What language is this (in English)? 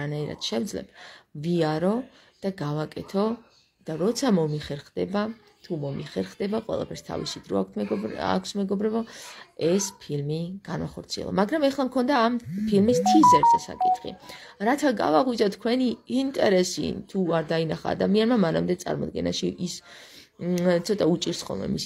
Georgian